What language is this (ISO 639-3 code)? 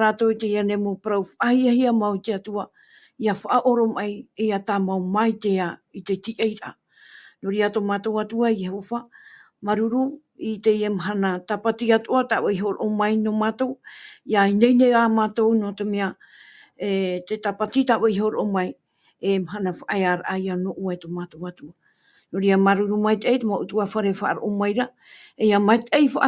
tah